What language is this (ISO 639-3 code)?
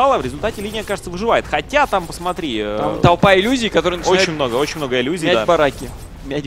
rus